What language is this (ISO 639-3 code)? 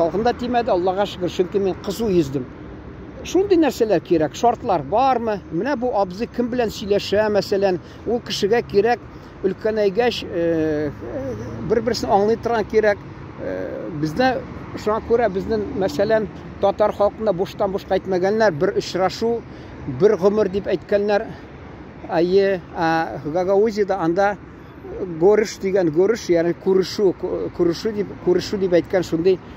tat